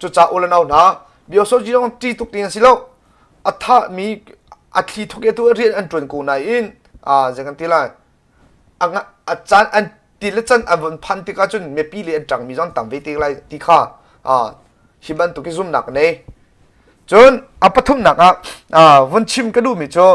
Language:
Hakha Chin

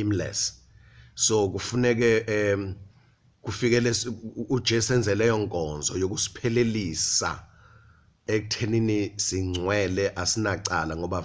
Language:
Zulu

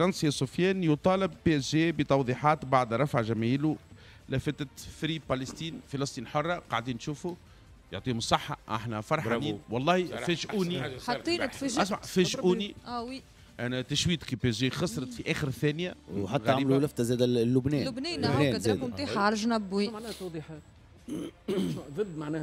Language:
Tunisian Arabic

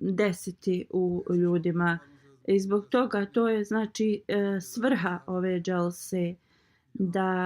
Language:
Bosnian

